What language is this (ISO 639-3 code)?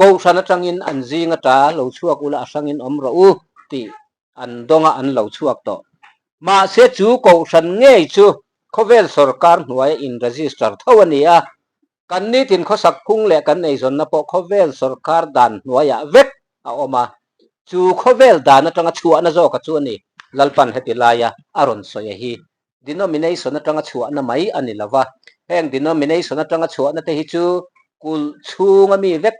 lus